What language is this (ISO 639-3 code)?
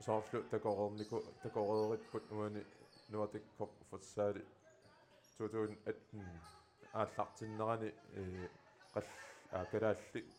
kal